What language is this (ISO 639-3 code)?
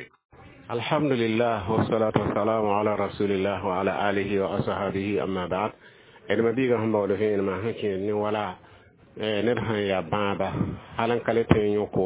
mos